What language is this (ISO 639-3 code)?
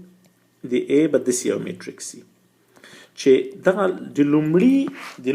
pus